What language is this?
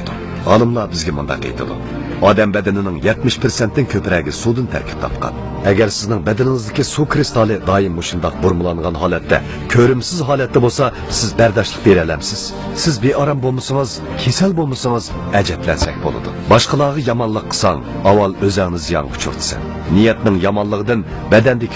Uyghur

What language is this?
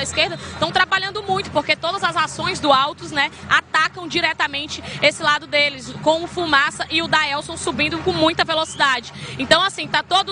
Portuguese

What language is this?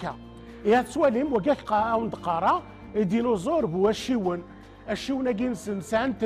Kabyle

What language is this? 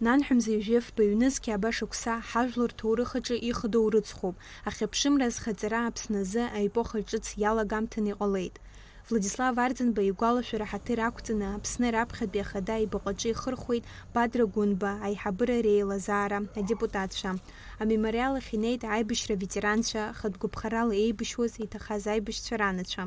Abkhazian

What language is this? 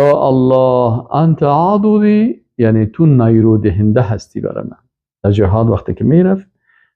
Persian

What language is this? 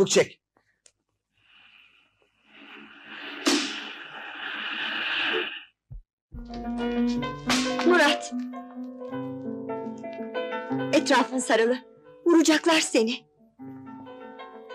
Turkish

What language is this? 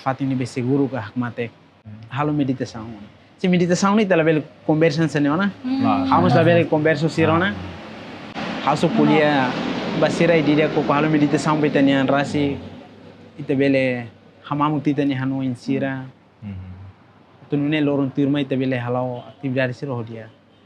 Tetum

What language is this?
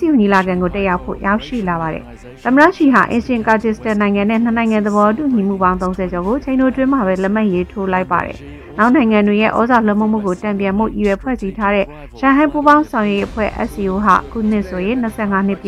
Burmese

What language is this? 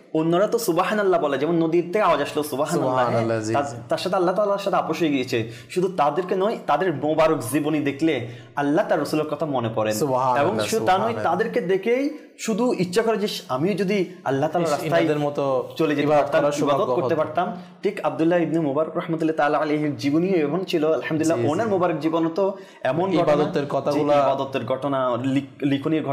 Bangla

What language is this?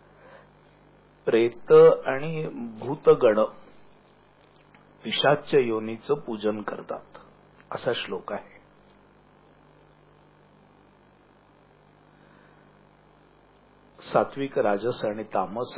Marathi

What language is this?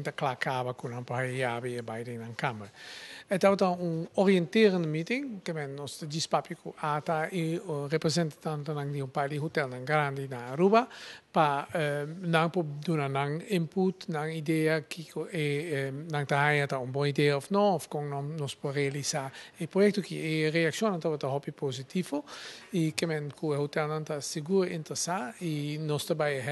Papiamento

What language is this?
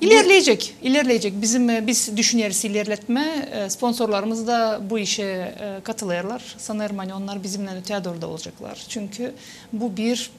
Gagauz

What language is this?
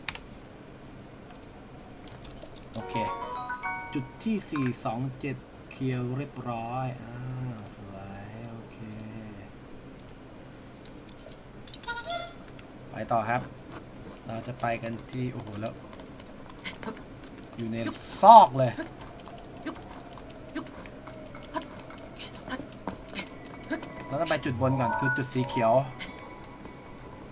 Thai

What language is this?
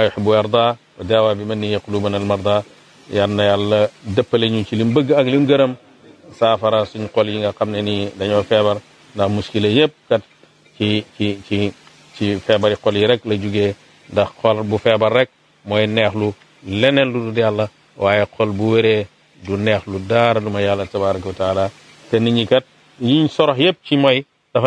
Wolof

